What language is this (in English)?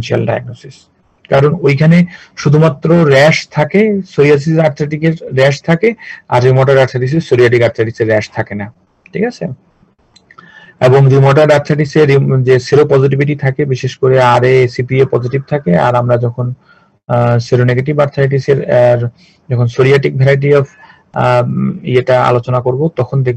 Bangla